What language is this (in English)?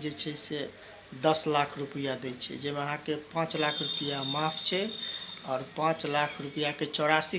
Maithili